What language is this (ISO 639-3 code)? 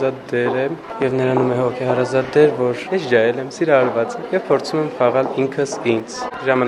hye